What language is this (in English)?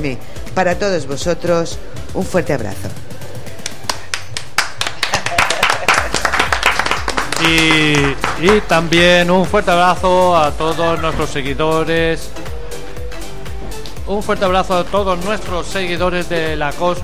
Spanish